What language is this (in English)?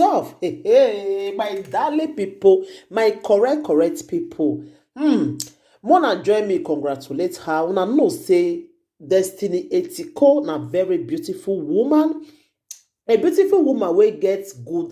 Nigerian Pidgin